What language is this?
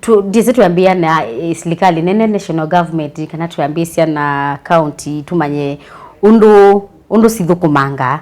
Kamba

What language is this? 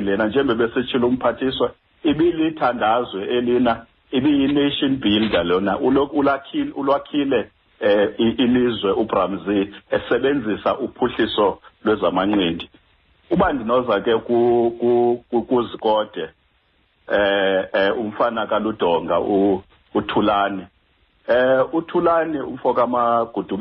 Xhosa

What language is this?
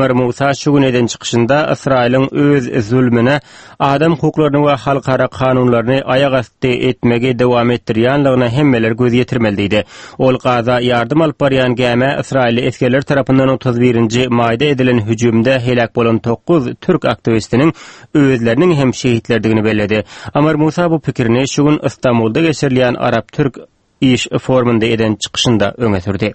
Turkmen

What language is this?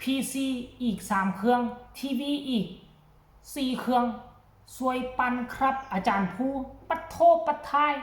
Northeastern Thai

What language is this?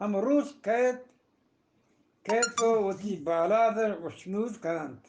Eastern Balochi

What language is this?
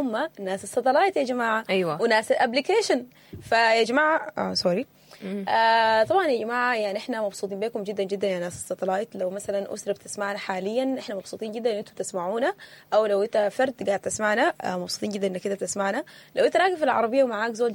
Sudanese Arabic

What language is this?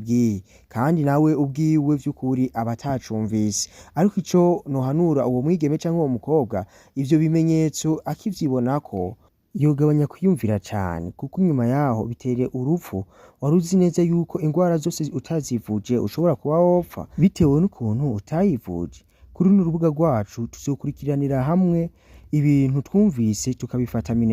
Rundi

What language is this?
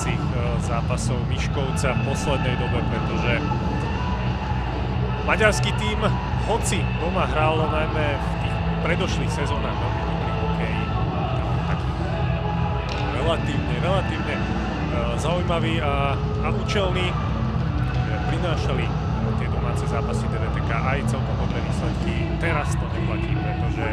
Slovak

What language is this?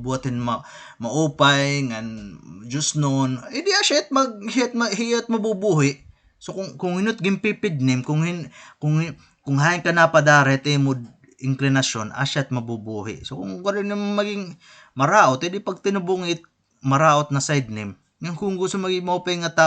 Waray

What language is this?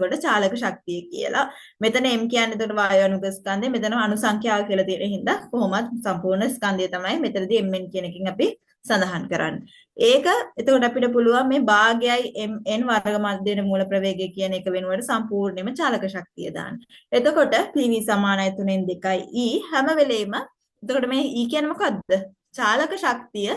Sinhala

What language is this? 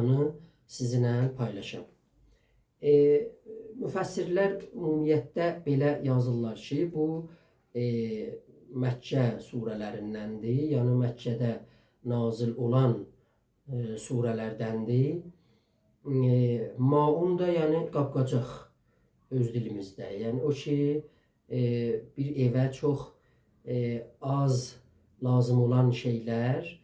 South Azerbaijani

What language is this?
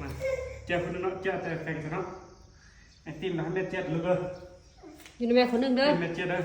Northeastern Thai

